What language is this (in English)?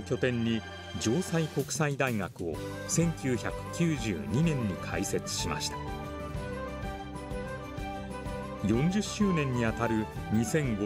Japanese